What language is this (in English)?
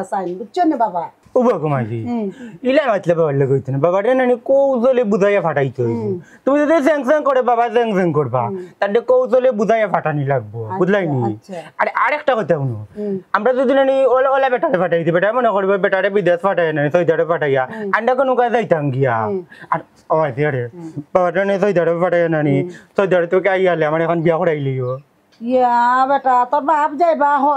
Sylheti